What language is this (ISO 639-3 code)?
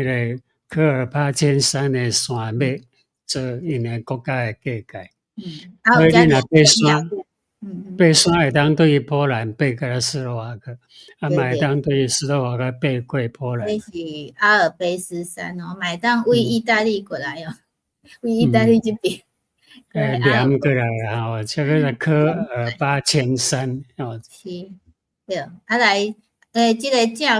nan